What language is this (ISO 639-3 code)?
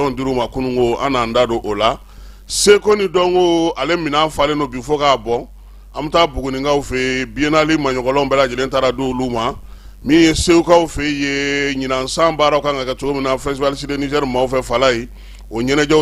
bam